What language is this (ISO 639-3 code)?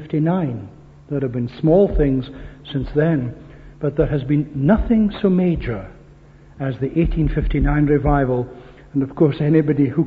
eng